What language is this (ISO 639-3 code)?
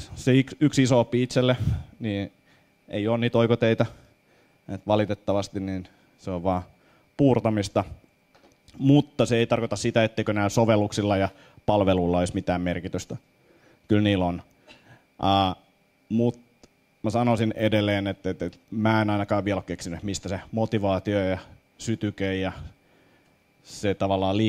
fin